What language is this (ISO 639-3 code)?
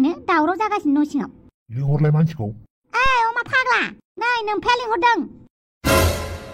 brx